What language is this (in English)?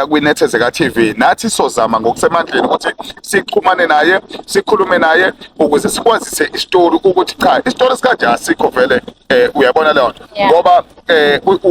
Zulu